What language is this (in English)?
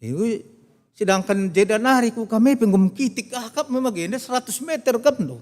Batak Karo